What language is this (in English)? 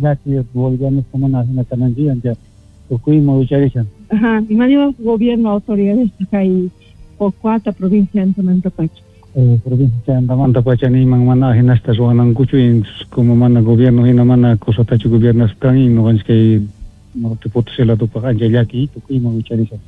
Quechua